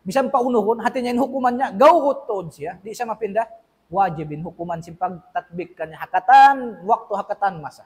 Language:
Tausug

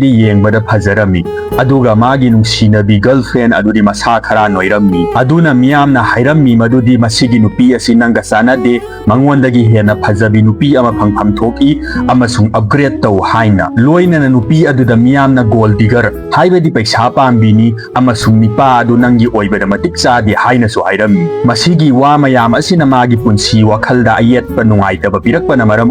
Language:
Manipuri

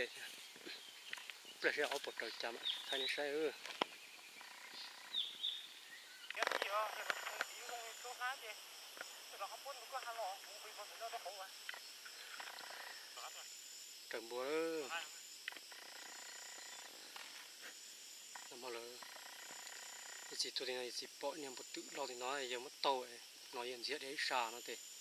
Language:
Vietnamese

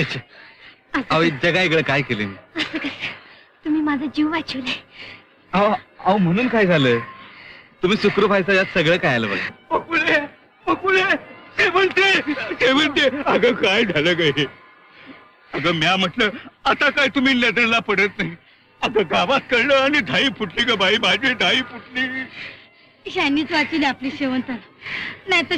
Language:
Marathi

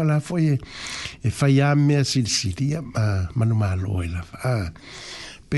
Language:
Samoan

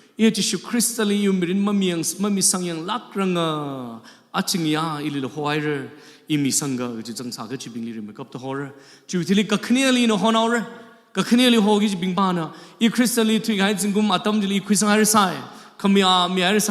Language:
Tangkhul Naga (India)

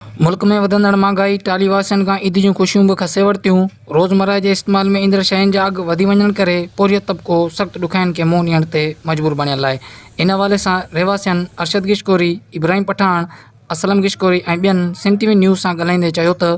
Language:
Sindhi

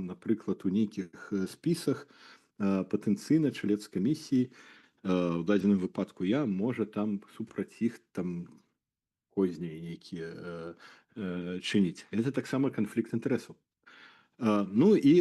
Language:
Belarusian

